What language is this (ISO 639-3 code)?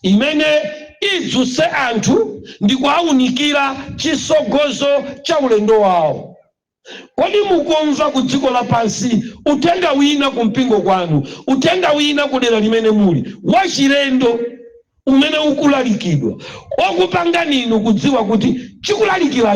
nya